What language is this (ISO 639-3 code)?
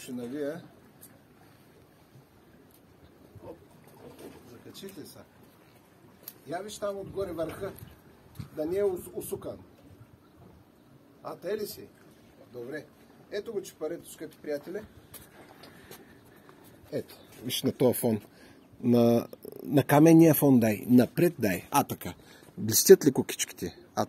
bul